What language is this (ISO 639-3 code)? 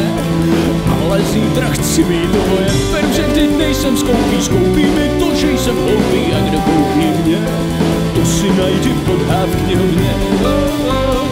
ces